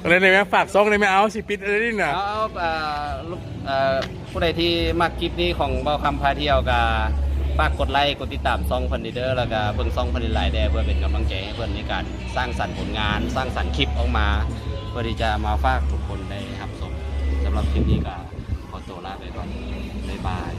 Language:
Lao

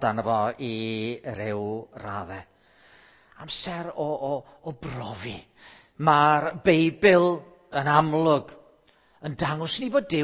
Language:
Welsh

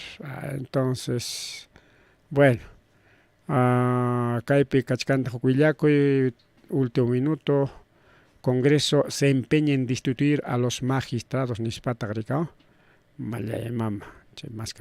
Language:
Ayacucho Quechua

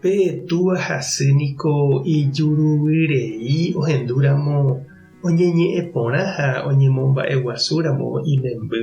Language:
Guarani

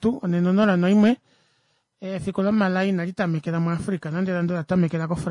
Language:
Kuanyama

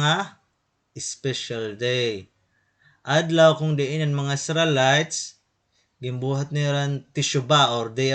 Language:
Waray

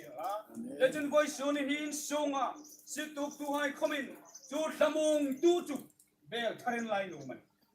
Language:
Hmar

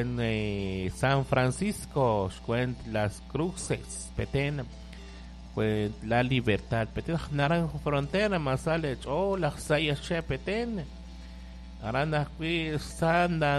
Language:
Kekchí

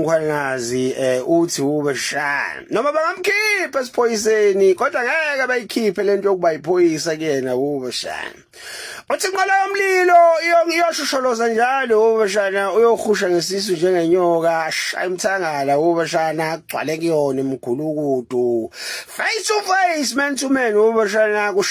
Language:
Zulu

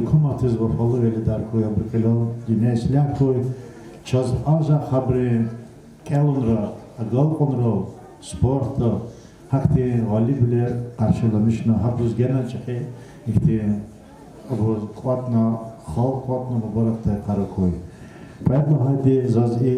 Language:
Lezghian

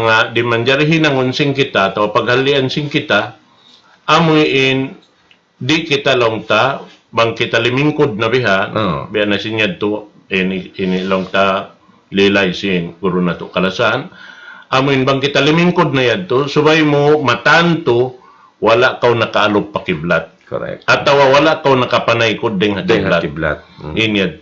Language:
Tausug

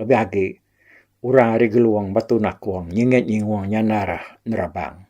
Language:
Iban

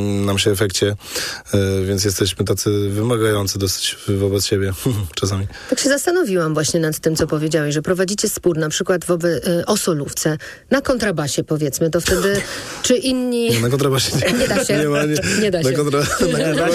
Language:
Polish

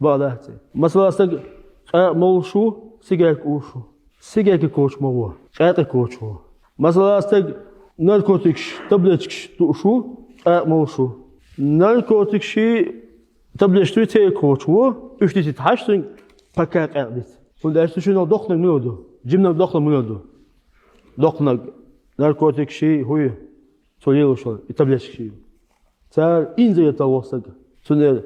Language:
Chechen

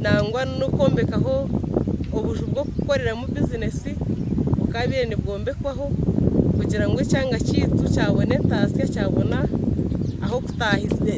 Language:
Nyankole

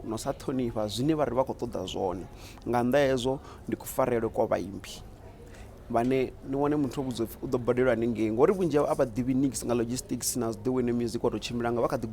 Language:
Venda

